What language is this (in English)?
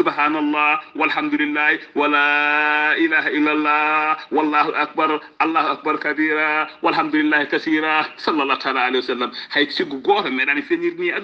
Fula